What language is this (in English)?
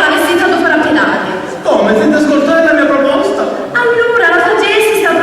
Sicilian